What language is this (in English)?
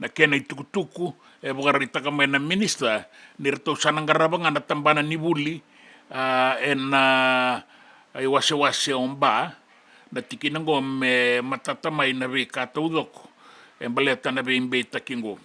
Fijian